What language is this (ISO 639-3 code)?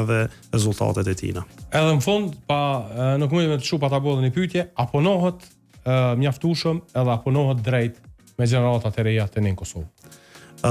sqi